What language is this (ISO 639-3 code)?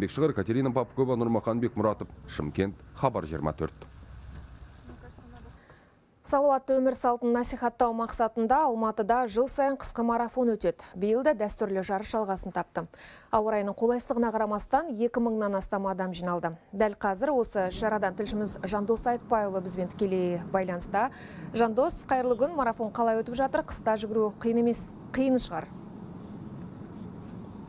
kaz